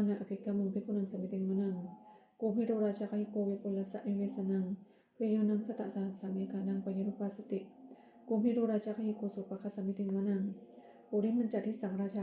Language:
Pali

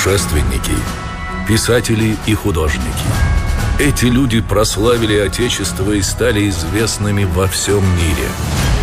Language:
Russian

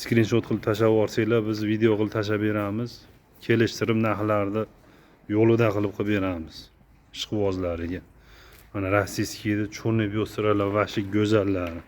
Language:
Uzbek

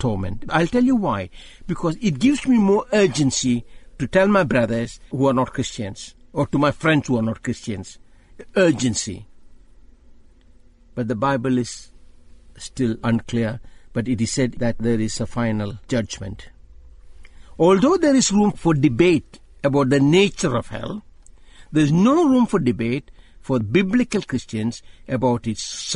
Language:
English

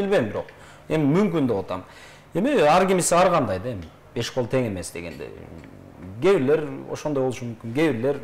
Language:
Kyrgyz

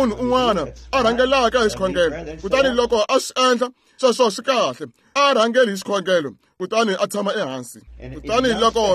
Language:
Tsonga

